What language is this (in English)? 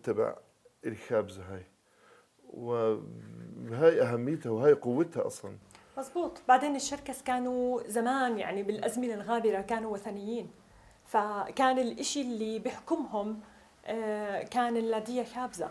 North Levantine Arabic